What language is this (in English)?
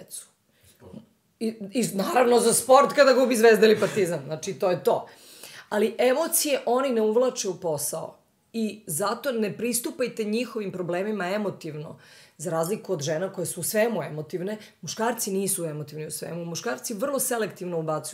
Serbian